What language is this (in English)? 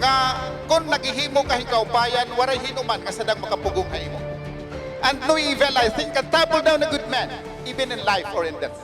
Waray